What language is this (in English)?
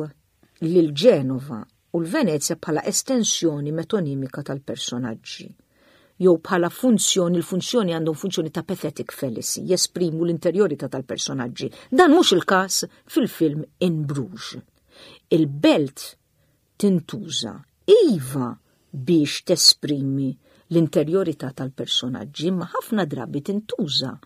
Maltese